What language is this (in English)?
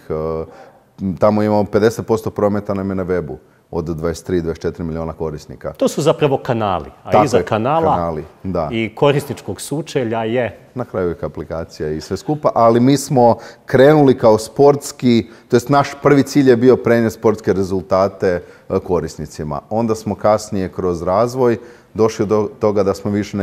Croatian